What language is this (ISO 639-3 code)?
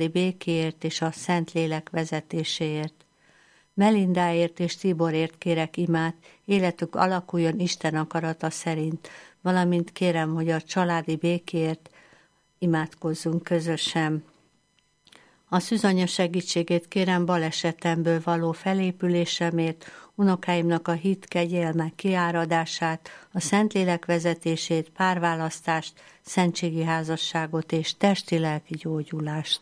hun